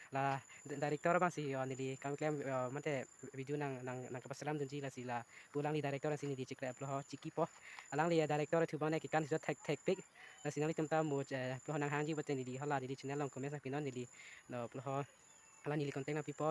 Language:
Karbi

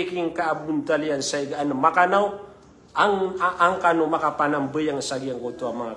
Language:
Maranao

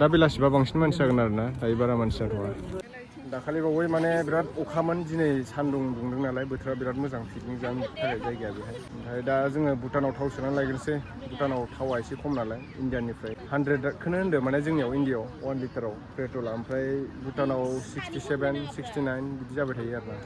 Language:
Bodo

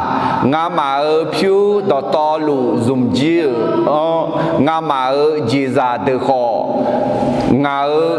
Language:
Akha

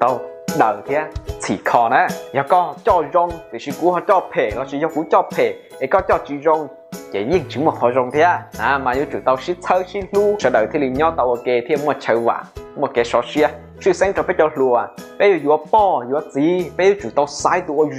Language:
Hmong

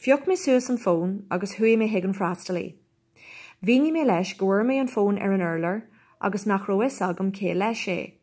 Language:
Irish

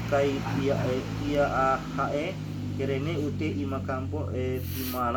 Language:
Sangir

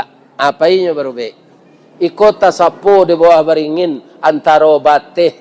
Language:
Minangkabau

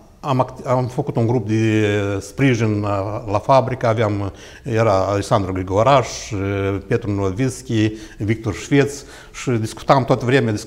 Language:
Romanian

